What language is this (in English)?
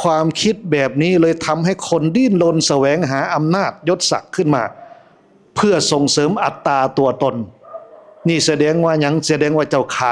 Northeastern Thai